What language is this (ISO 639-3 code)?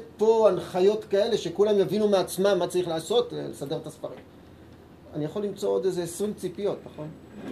heb